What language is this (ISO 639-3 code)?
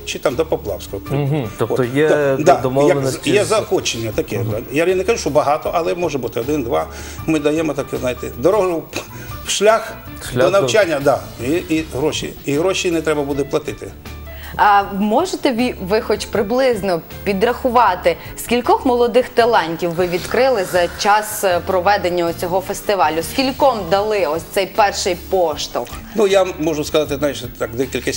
ukr